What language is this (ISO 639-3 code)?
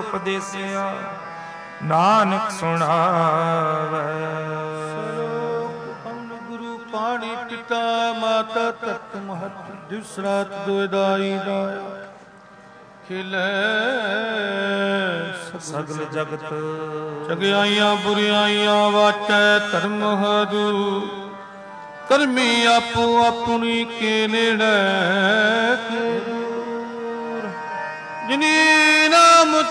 pan